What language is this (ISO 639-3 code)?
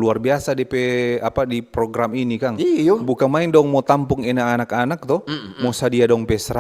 xmm